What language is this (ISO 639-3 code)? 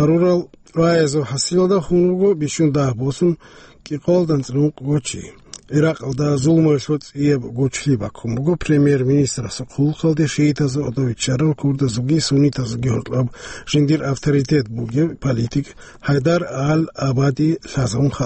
ava